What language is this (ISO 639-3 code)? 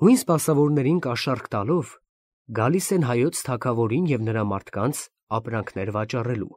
hye